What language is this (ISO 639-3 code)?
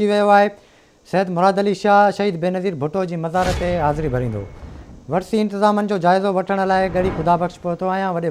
snd